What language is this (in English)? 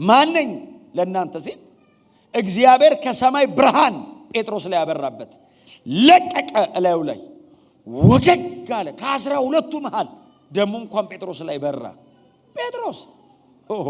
Amharic